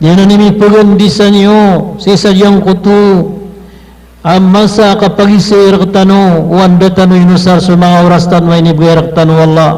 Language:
Maranao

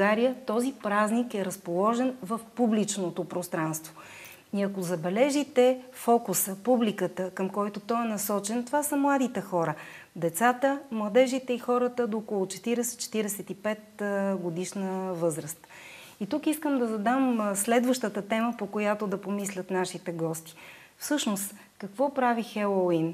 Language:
Bulgarian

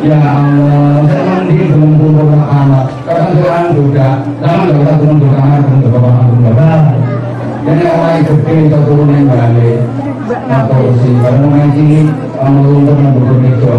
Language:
Javanese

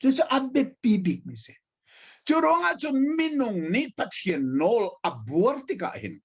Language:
Hakha Chin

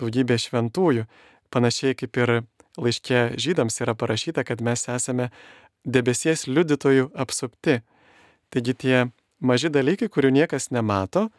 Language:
Lithuanian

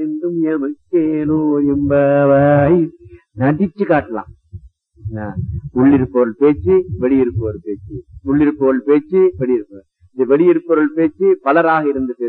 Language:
Tamil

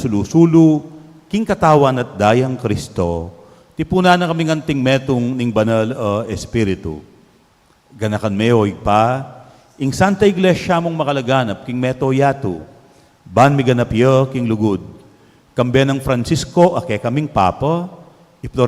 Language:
Pampanga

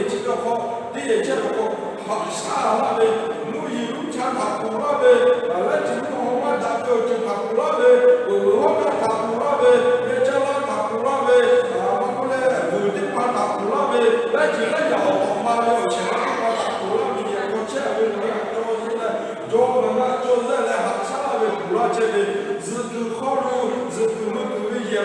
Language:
Lahu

